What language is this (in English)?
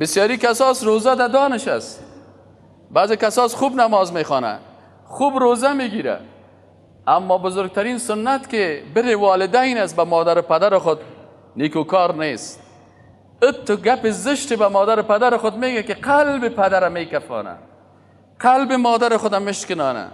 Persian